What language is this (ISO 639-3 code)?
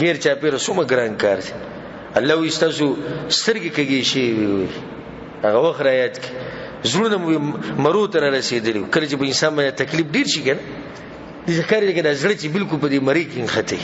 pus